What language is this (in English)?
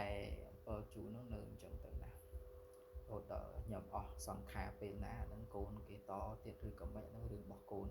Khmer